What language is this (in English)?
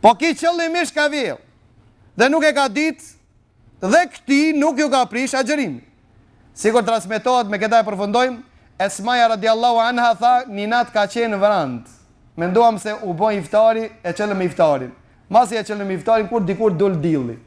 Albanian